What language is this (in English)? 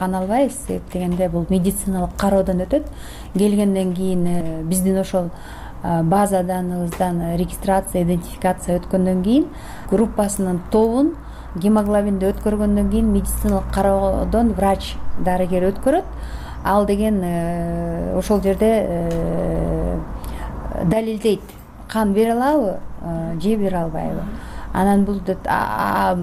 Kyrgyz